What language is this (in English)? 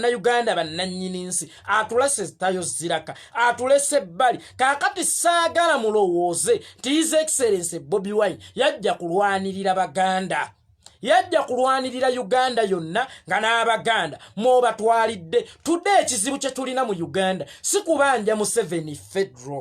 Ganda